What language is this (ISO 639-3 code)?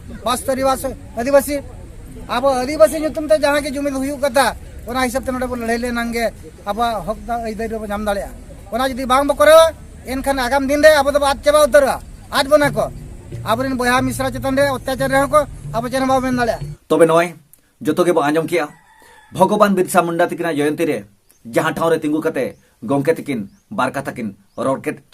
sat